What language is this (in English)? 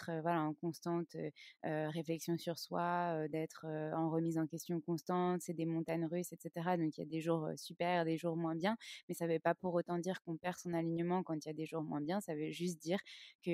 French